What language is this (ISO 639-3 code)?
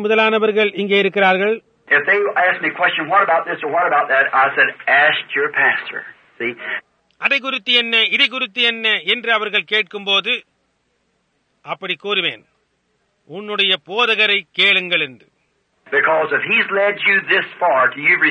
tam